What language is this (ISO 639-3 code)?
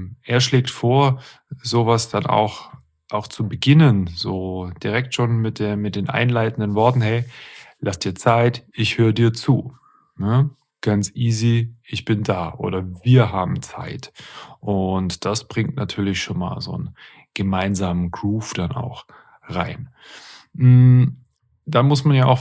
deu